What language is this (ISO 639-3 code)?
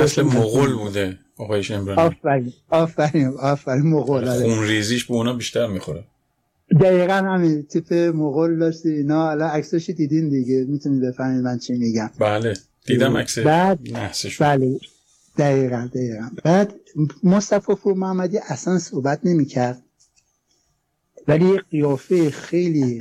fas